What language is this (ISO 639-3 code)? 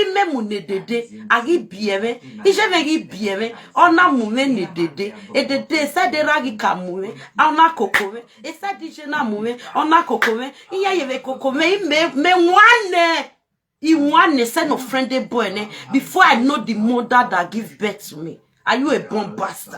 pcm